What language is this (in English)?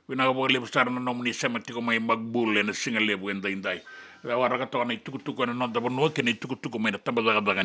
Fijian